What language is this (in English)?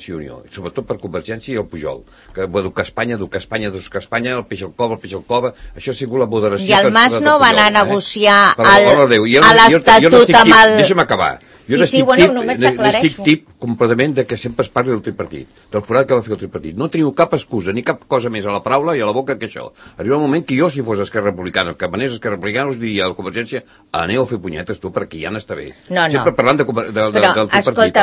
Catalan